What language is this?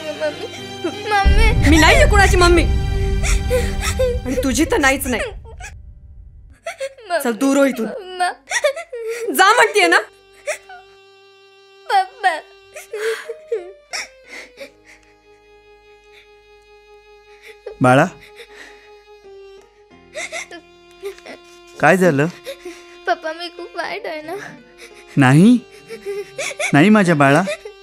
Marathi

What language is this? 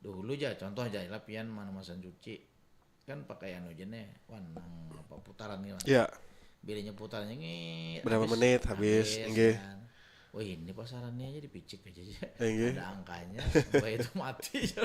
Banjar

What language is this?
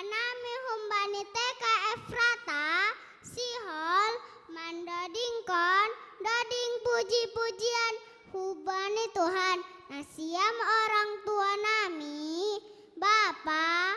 Batak Simalungun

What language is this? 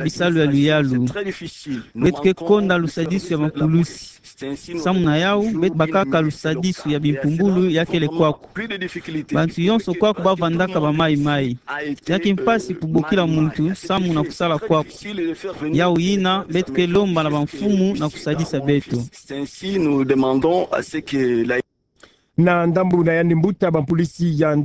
Kituba (Democratic Republic of Congo)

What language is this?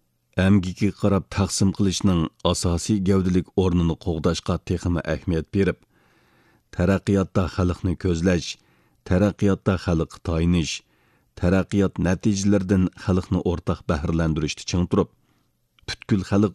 Uyghur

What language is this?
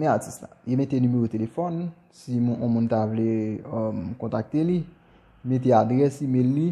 Haitian Creole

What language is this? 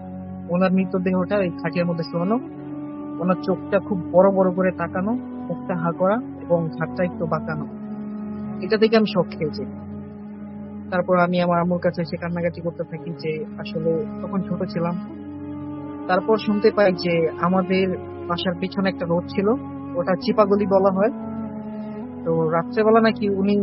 Bangla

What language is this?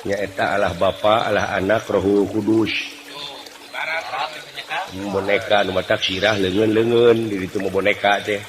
Sundanese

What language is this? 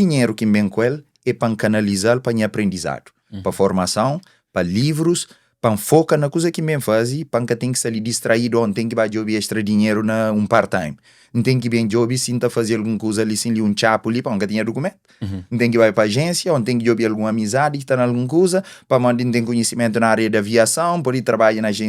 Kabuverdianu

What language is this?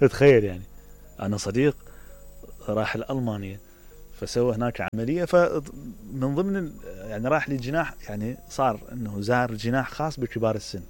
Mesopotamian Arabic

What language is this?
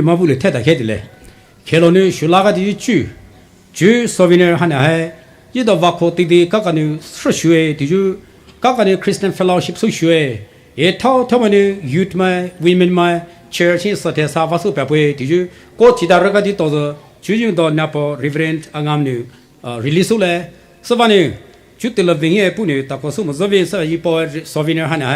Poumei Naga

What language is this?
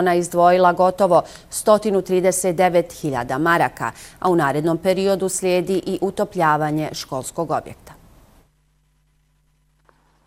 Bosnian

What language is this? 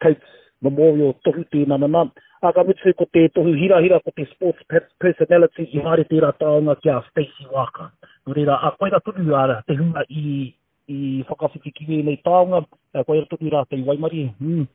Māori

